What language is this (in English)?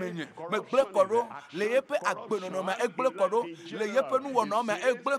Ewe